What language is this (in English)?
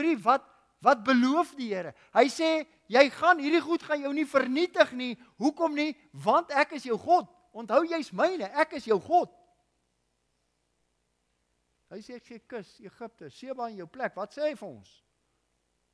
Afrikaans